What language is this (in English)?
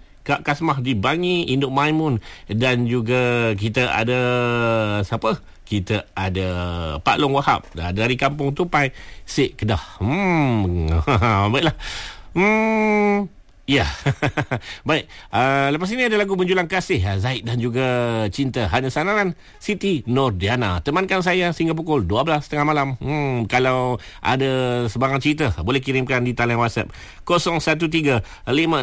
Malay